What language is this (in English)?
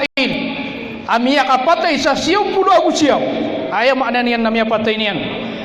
Maranao